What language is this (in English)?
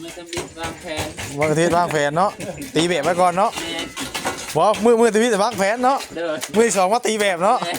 Northeastern Thai